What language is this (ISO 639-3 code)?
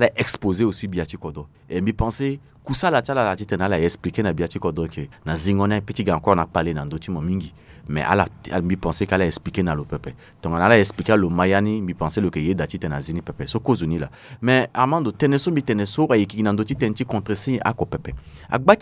sag